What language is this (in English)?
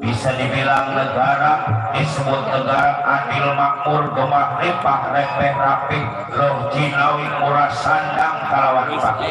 Betawi